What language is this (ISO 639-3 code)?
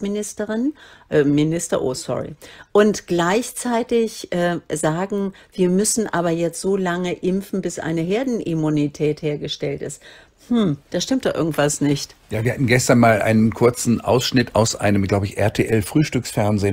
deu